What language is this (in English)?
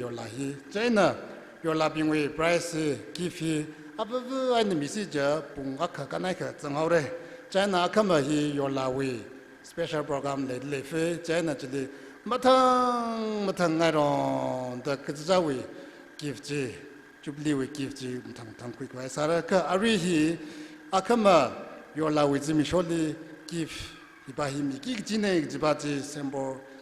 Tangkhul Naga (India)